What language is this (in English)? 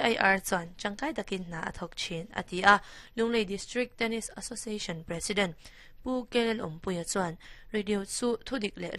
Mizo